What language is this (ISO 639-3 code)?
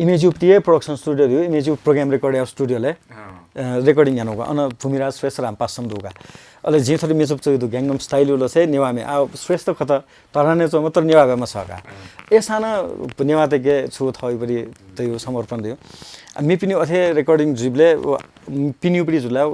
new